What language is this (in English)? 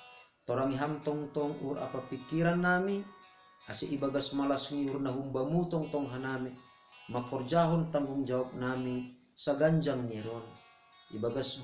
Batak Simalungun